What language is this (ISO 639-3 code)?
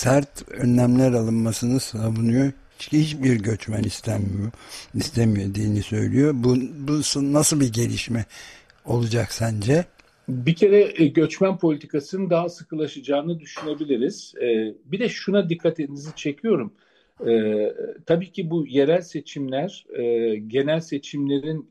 tur